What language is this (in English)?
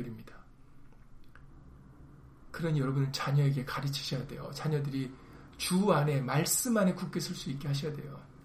Korean